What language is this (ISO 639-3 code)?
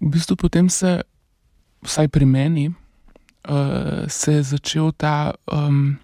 slv